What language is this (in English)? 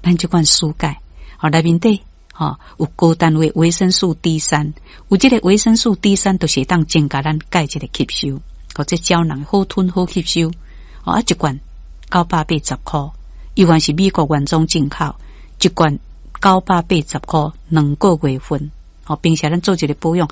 Min Nan Chinese